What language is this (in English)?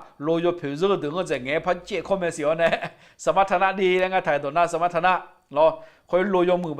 Akha